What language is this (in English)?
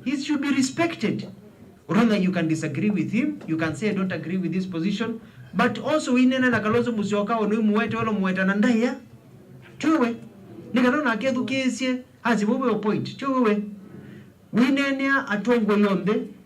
Kamba